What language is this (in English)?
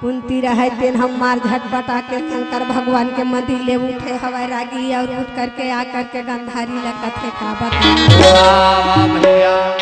Chhattisgarhi